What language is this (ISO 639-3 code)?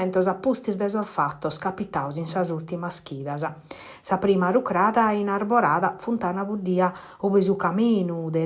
srd